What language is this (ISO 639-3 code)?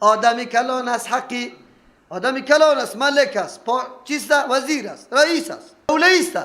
fas